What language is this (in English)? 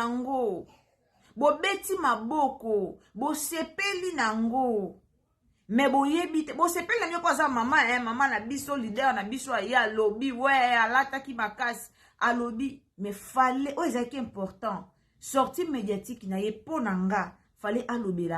Lingala